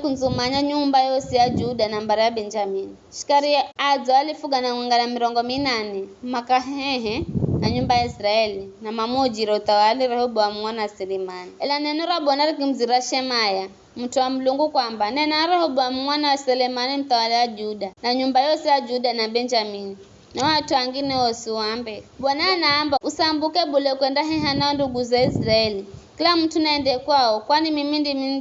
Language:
Giryama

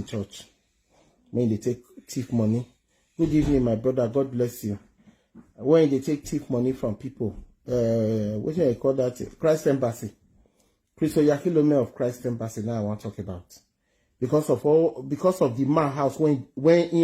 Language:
Nigerian Pidgin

